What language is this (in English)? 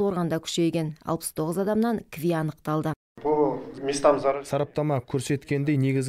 Kazakh